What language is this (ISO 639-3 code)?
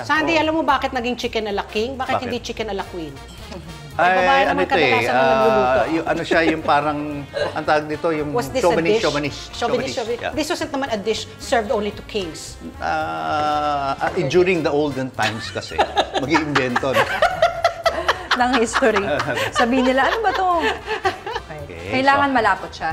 fil